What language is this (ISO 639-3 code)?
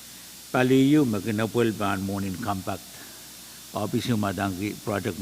pon